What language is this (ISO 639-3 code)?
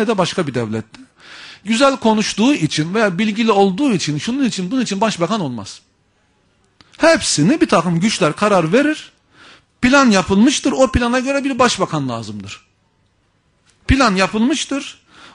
tur